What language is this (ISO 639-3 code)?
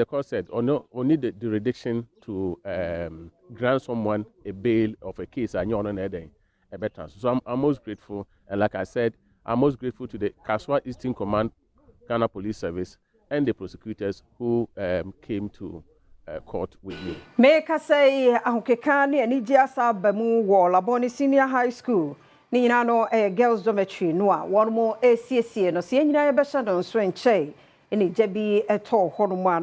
aka